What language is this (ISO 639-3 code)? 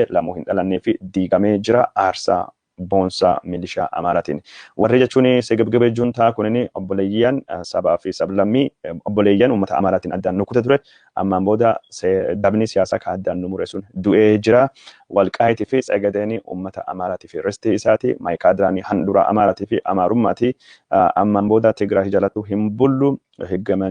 orm